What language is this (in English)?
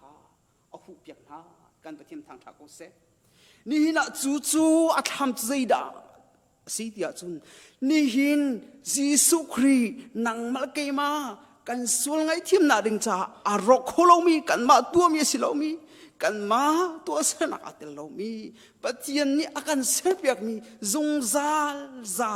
Hakha Chin